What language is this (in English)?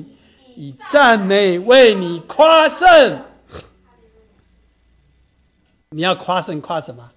Chinese